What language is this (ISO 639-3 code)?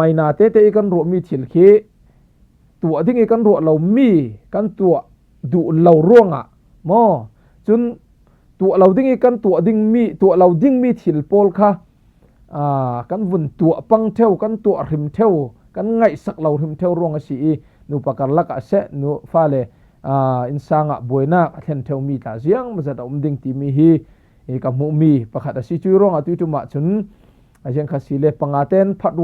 cfm